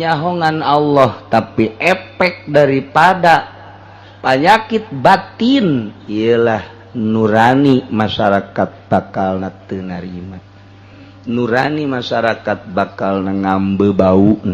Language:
Sundanese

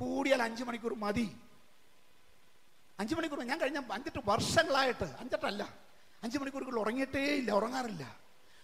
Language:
Malayalam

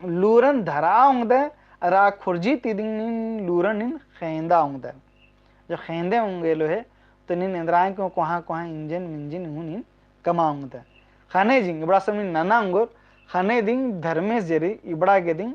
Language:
Kurukh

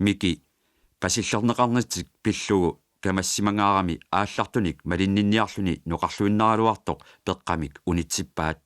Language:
Kalaallisut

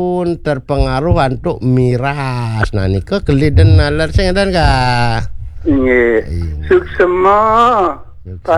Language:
Balinese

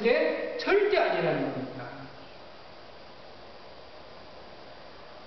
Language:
Korean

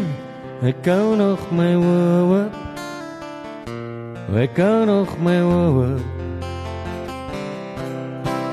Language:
Afrikaans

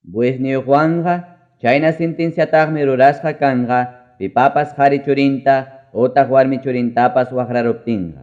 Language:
Ayacucho Quechua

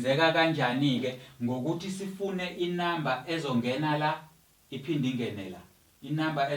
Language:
Zulu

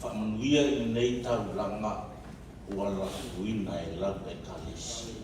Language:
Samoan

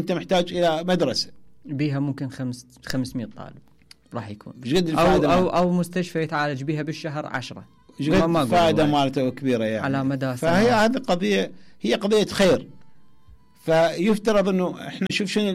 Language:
Mesopotamian Arabic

